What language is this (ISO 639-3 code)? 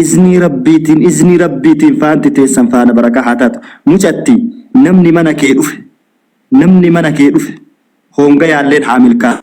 orm